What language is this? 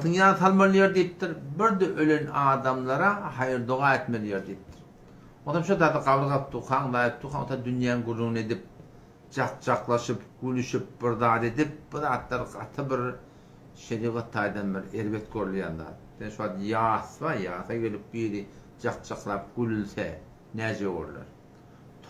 Turkmen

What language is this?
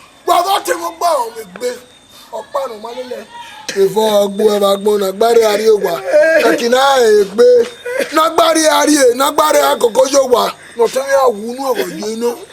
Bini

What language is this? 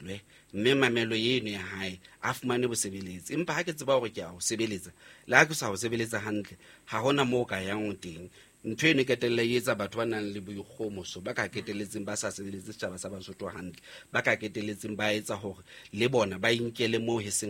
Southern Sotho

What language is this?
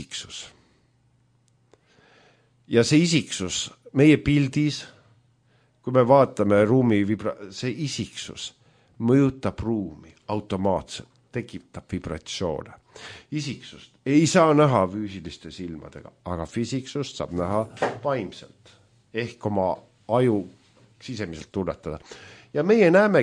Estonian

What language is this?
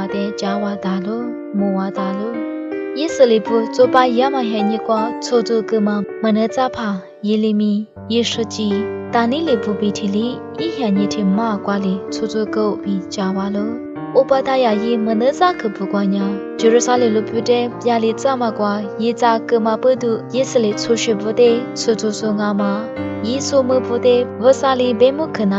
Lisu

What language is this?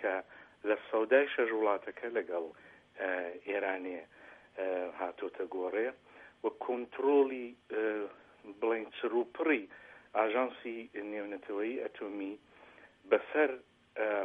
Central Kurdish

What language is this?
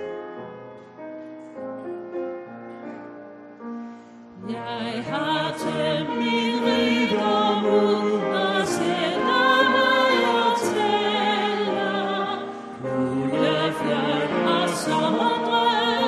Danish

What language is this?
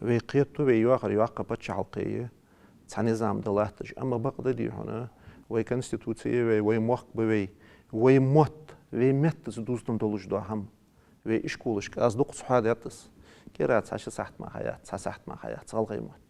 Ingush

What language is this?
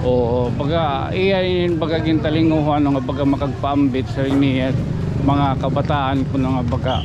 Waray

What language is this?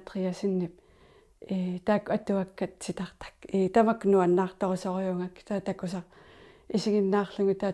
Kalaallisut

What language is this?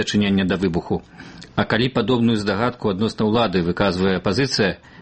Belarusian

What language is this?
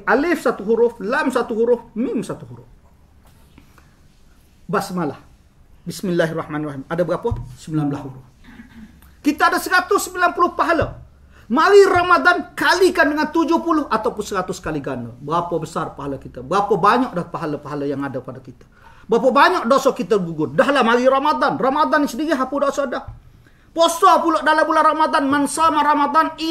Malay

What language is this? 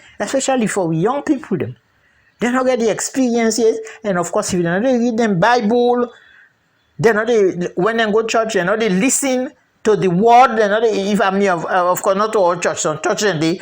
Krio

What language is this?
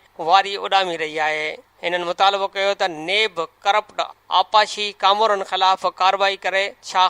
Sindhi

